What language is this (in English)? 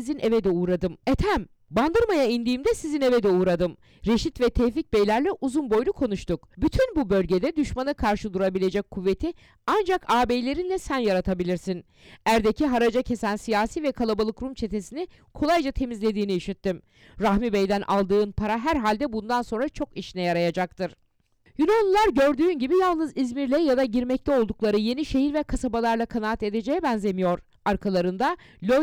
Turkish